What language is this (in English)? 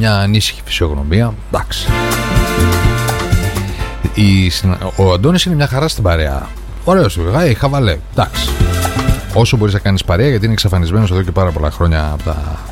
Greek